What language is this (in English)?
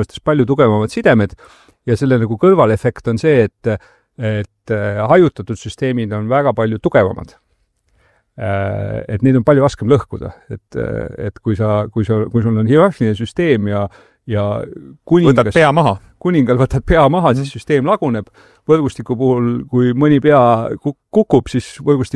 Estonian